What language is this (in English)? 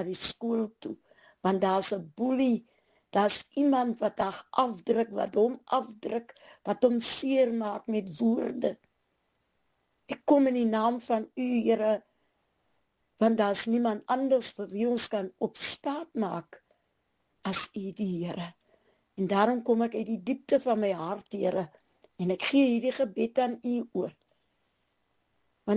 Afrikaans